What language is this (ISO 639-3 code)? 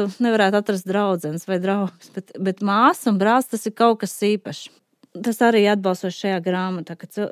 lav